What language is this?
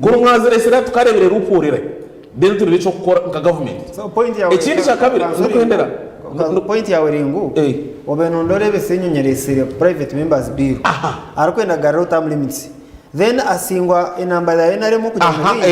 Nyankole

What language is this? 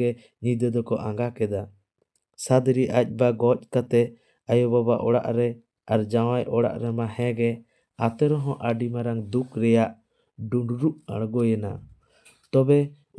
Santali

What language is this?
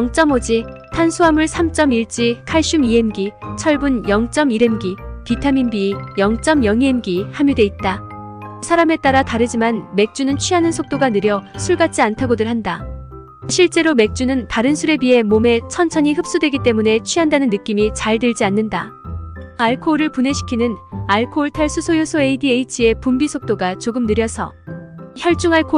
Korean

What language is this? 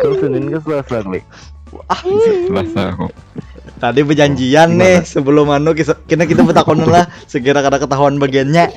Banjar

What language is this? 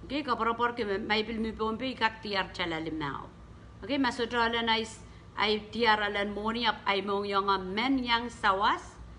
Pohnpeian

